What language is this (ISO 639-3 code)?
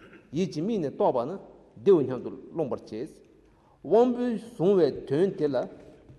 bod